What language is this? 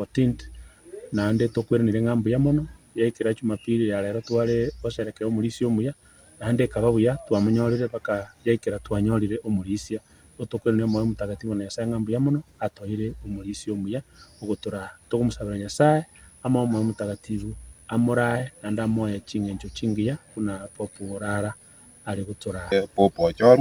Gusii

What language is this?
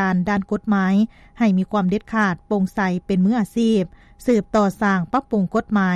Lao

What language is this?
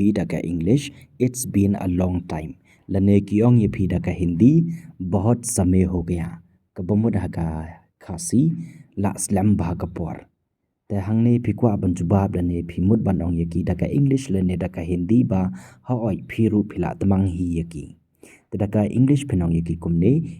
Khasi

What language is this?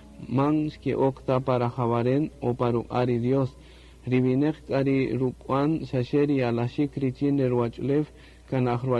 Kaqchikel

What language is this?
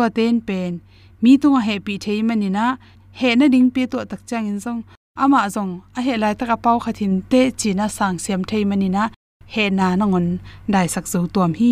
Tedim Chin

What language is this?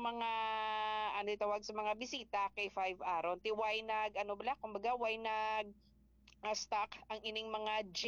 Hiligaynon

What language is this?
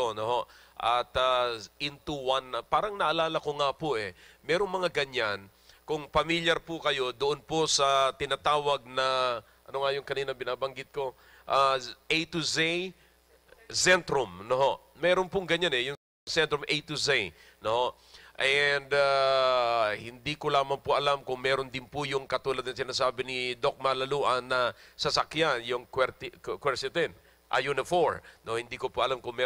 Filipino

